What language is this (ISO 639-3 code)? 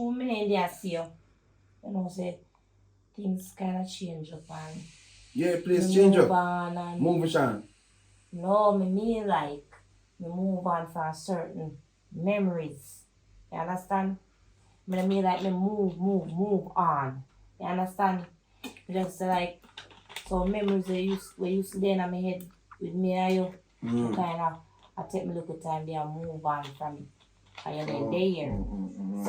jam